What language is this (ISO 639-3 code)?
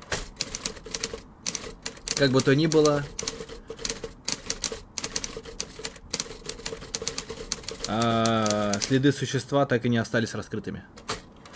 rus